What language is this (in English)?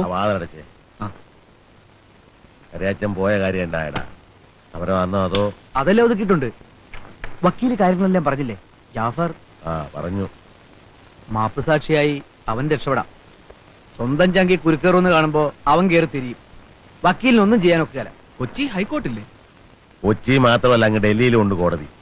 Malayalam